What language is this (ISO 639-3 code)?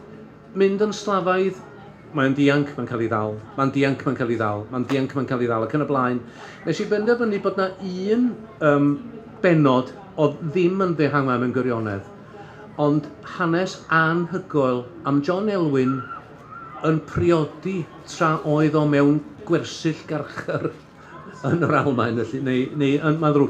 cym